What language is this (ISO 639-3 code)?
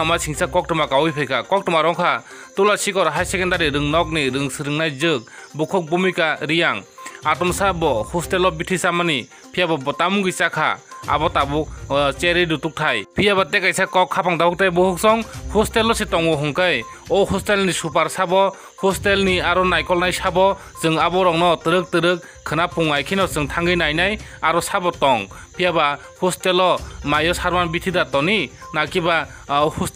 trp